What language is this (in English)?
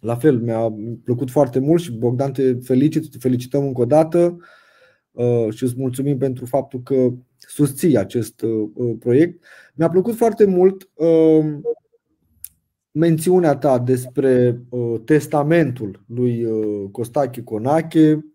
Romanian